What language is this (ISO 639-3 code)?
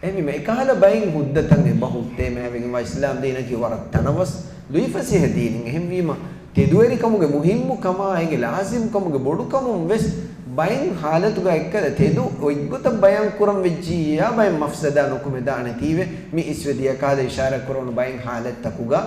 div